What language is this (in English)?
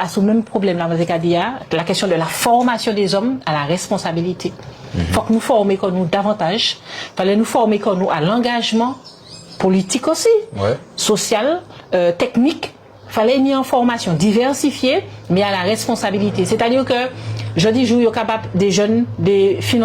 Guadeloupean Creole French